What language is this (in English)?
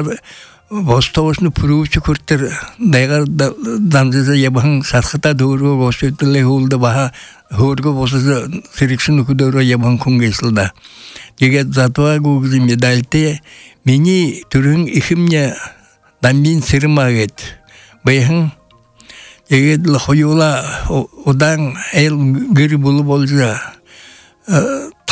Buriat